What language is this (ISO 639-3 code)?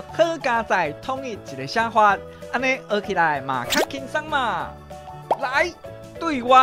nan